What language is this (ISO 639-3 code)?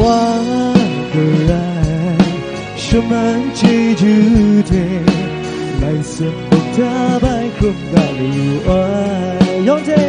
kac